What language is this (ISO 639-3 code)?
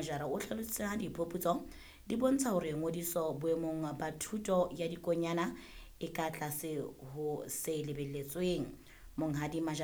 sot